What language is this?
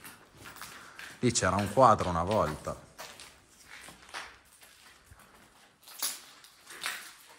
Italian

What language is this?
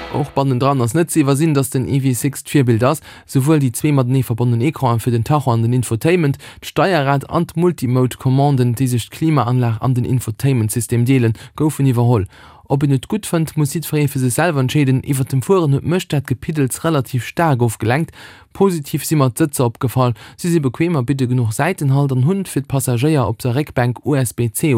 Luxembourgish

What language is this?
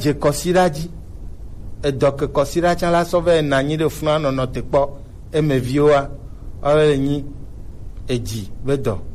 Gen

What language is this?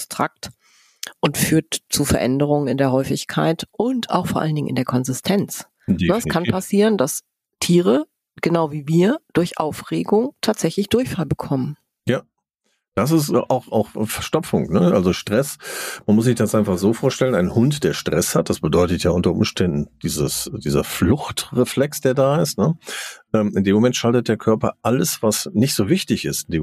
German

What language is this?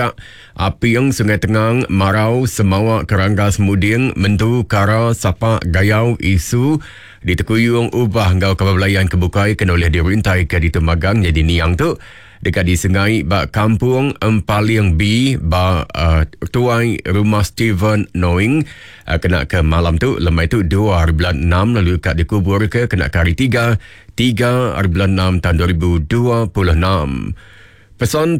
Iban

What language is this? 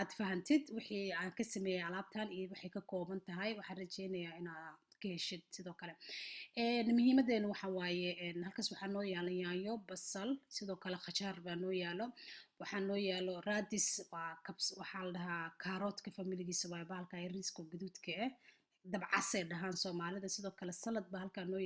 Somali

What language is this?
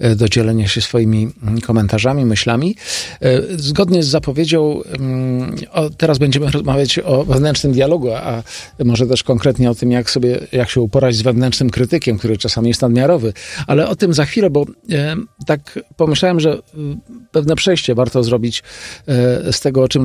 Polish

